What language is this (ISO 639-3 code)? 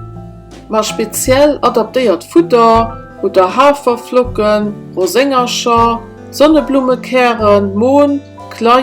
ltz